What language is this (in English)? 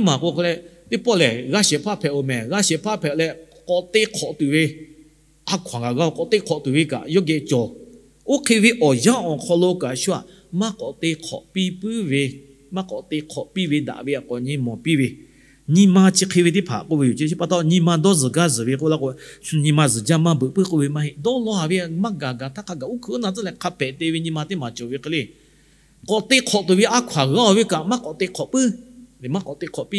Lahu